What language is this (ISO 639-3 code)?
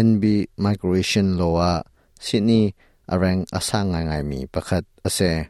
cnh